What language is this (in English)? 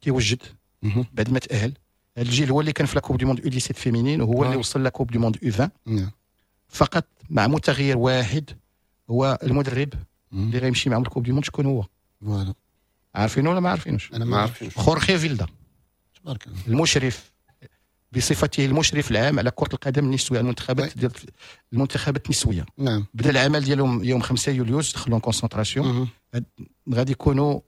Moroccan Arabic